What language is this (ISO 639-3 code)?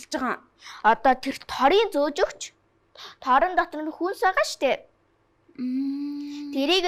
mon